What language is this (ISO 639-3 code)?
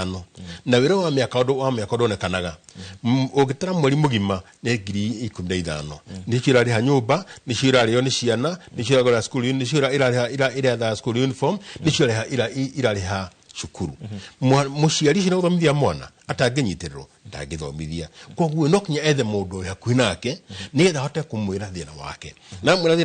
kik